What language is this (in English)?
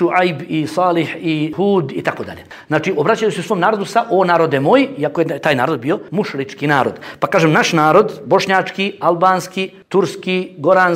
Bosnian